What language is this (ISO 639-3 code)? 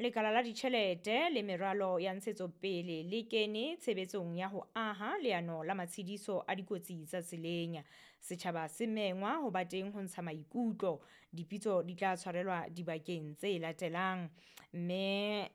sot